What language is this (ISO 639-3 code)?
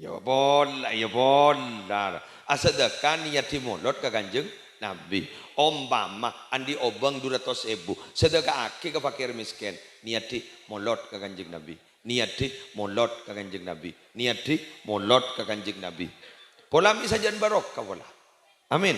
mad